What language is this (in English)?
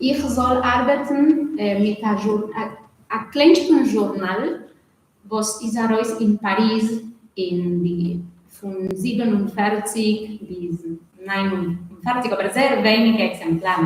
Yiddish